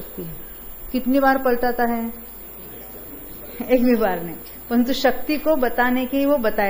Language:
Hindi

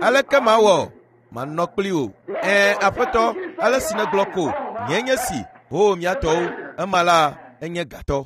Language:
Ewe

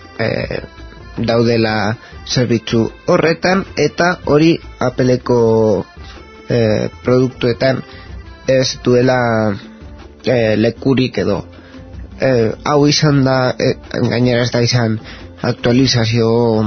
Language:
Basque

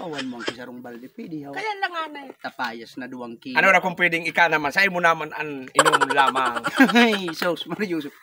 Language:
Bikol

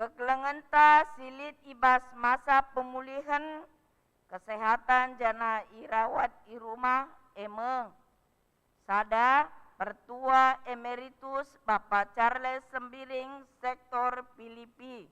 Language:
Batak Karo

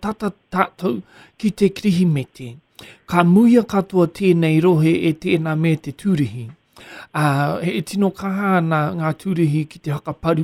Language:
Māori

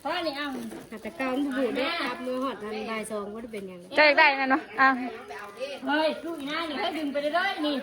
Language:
Northeastern Thai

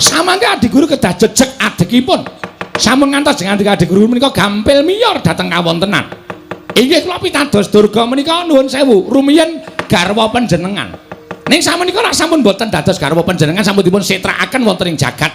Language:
Javanese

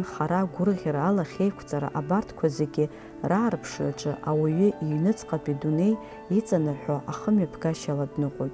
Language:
Abkhazian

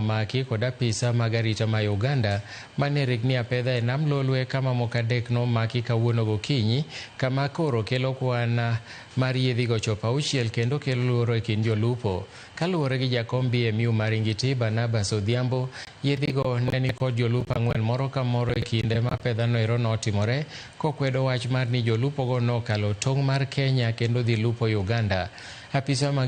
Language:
Luo (Kenya and Tanzania)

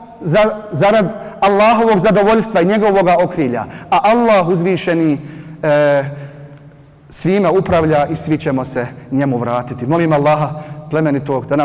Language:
Bosnian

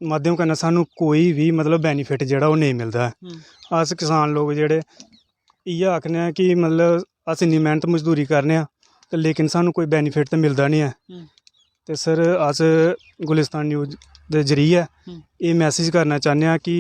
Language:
Dogri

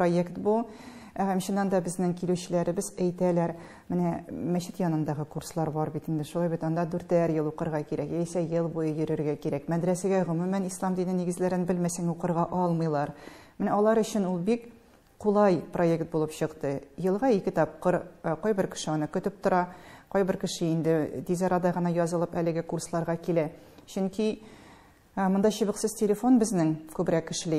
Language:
Tatar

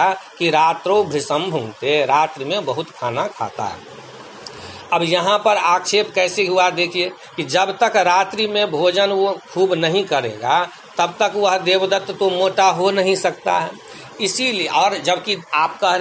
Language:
Hindi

